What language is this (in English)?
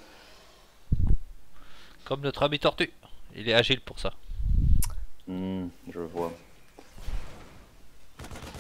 French